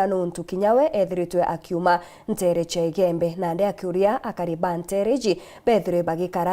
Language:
Meru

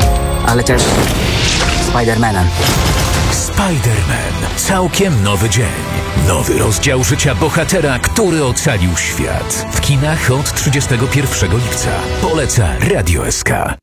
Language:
Polish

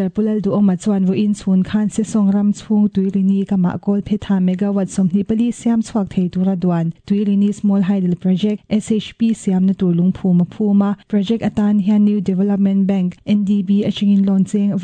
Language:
Mizo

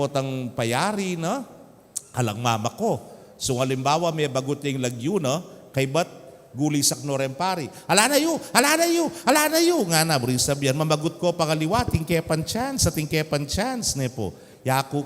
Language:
Pampanga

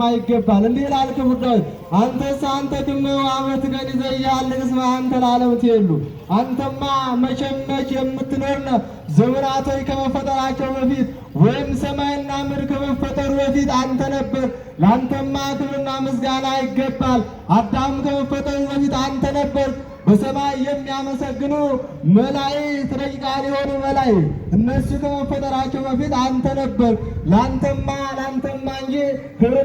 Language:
Amharic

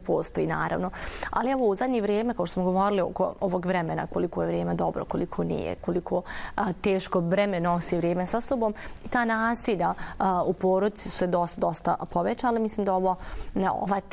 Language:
Bosnian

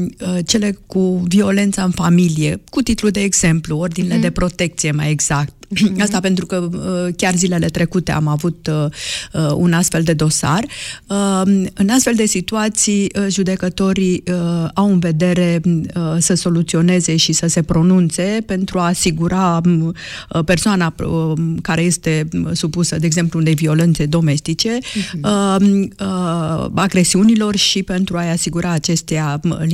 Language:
Romanian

